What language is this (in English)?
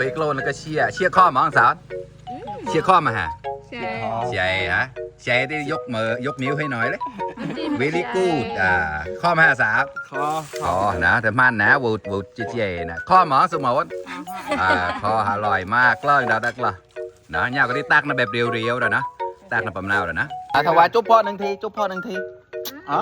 Mon